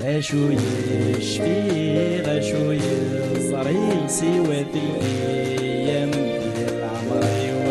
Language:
Kabyle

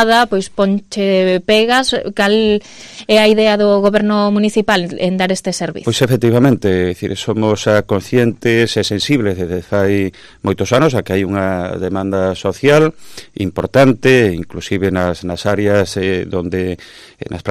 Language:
Galician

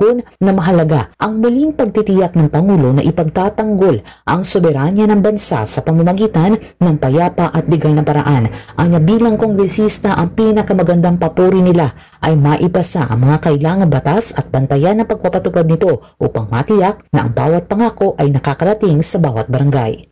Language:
Filipino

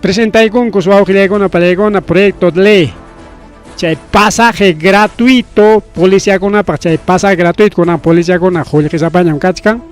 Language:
Ayacucho Quechua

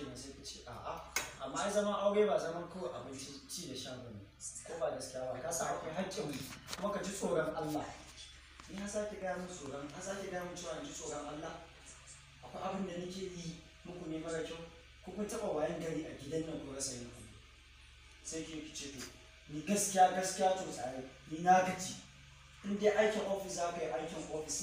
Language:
Hausa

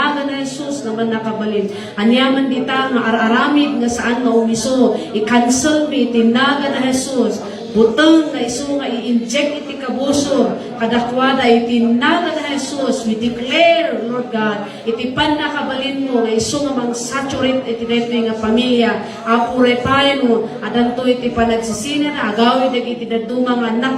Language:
Iloko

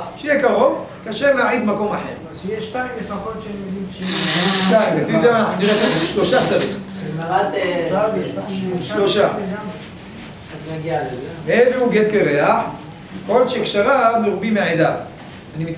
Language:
Hebrew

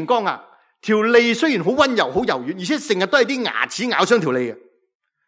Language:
Cantonese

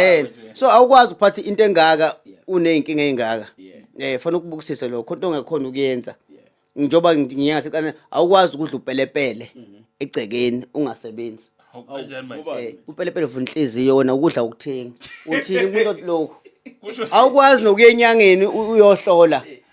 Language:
Zulu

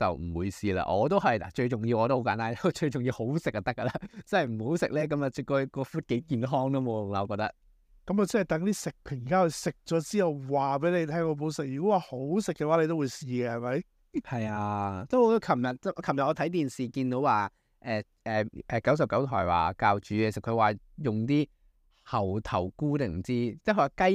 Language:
Cantonese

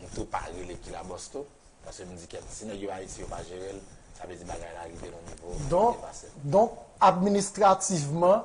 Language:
Haitian Creole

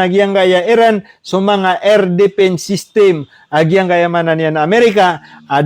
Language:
Maranao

